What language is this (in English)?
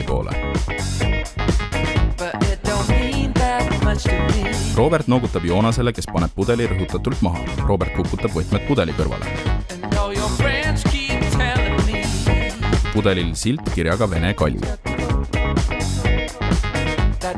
Estonian